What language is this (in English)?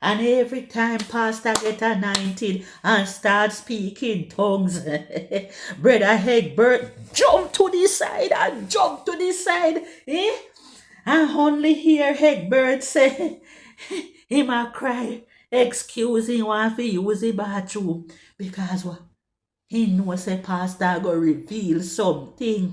Jamaican Creole English